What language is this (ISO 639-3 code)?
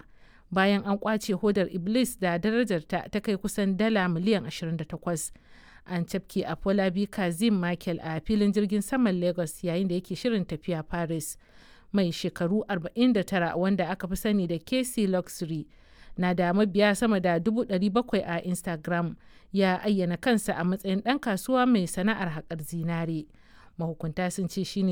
hau